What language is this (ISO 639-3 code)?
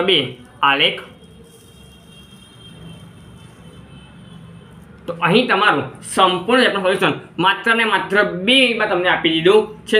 guj